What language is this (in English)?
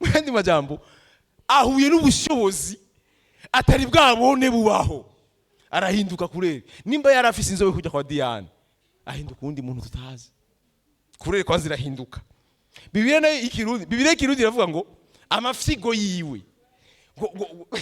Rundi